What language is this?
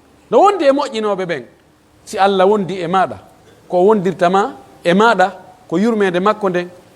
Pular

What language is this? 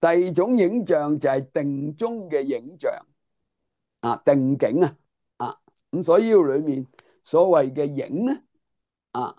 Cantonese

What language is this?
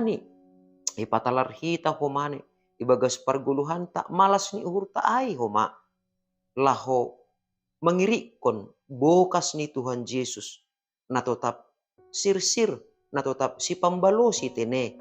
Batak Simalungun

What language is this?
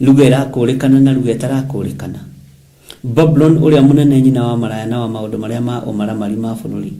Kikuyu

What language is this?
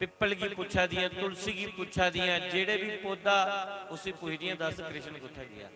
Dogri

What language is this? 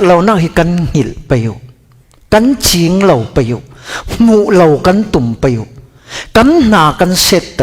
Falam Chin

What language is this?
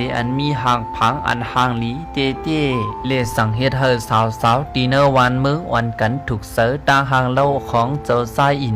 Shan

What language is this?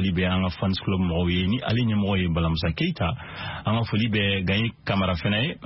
Bambara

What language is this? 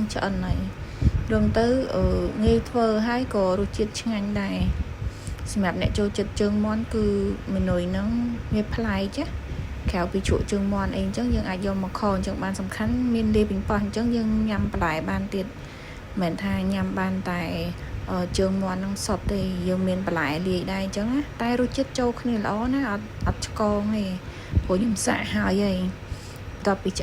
Khmer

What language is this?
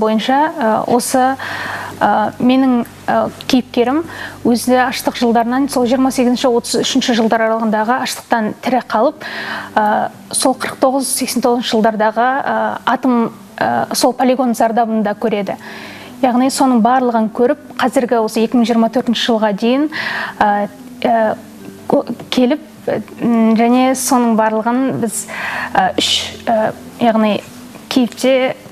Kazakh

